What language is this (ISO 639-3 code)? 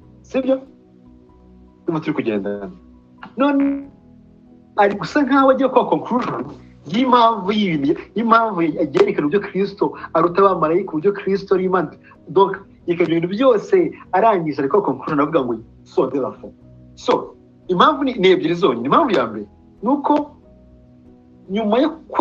kin